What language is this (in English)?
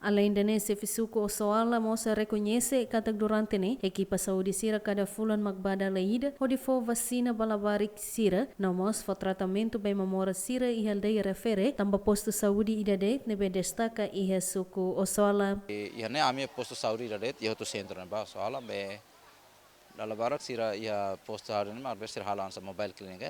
Tetum